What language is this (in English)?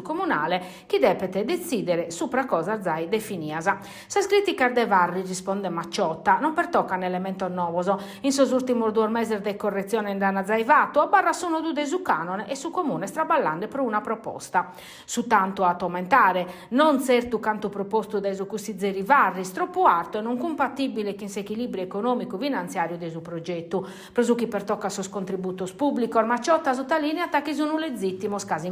Sardinian